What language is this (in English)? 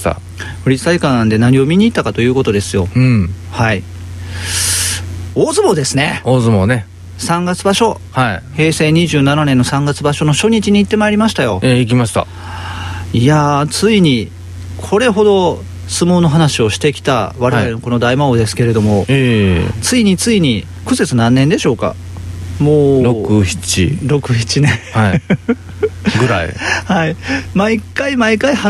Japanese